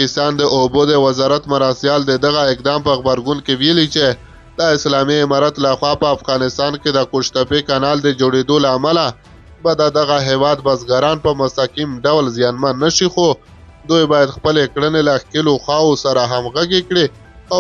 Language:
Pashto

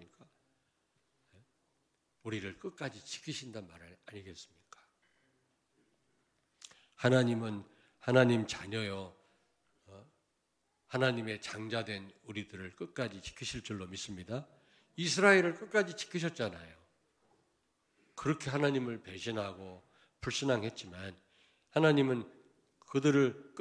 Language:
Korean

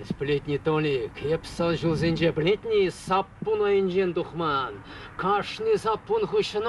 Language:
Chuvash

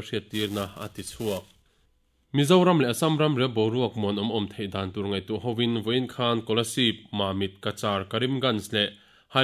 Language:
Mizo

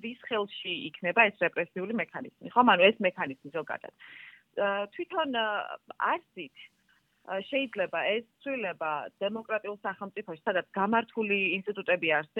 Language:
Georgian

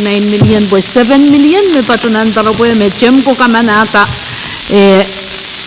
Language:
Pohnpeian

